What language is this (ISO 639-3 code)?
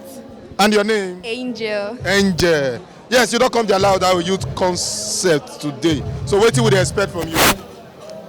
pcm